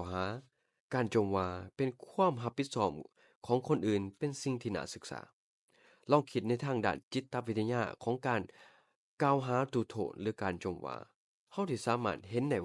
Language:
Lao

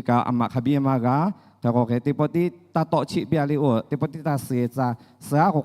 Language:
Lahu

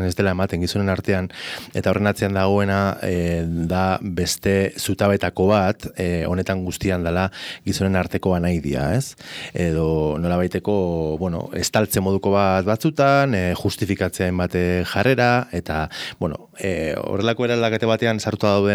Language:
Basque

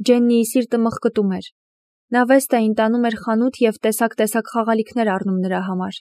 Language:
Armenian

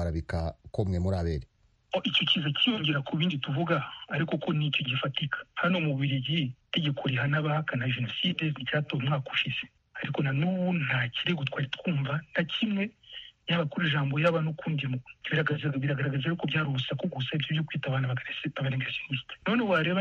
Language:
Kinyarwanda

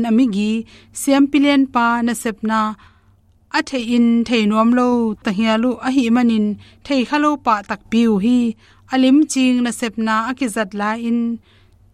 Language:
Tedim Chin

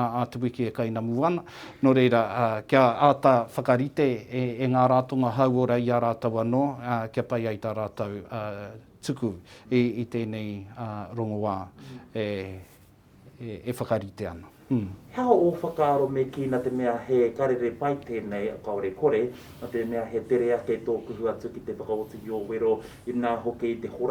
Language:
Māori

